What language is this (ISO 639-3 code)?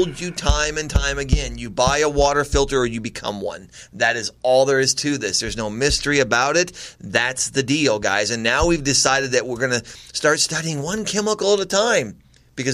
eng